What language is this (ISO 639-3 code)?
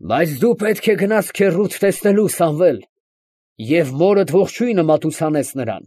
hye